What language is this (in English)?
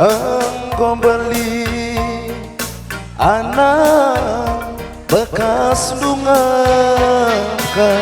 Batak Karo